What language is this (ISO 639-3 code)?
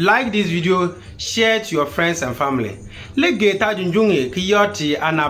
xon